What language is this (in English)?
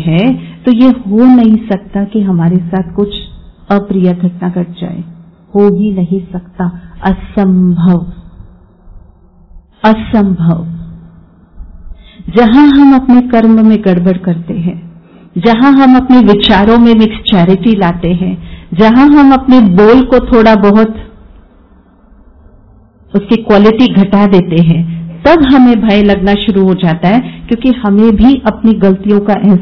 Hindi